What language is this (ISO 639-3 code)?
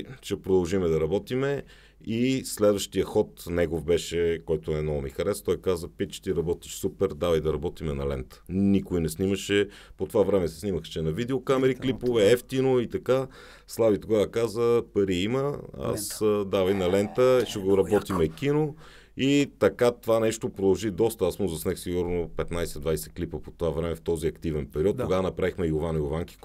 bul